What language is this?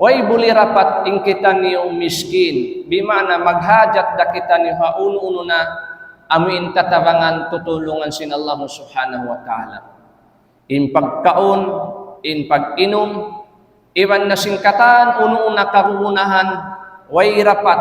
Tausug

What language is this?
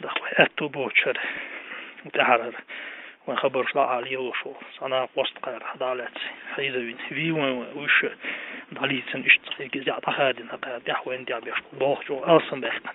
Chechen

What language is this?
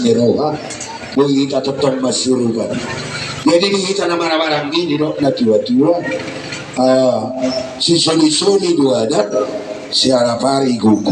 Batak Toba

